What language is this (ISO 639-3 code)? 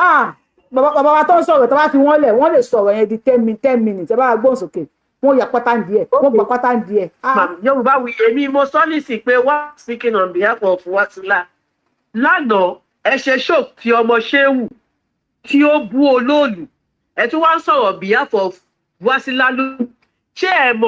yor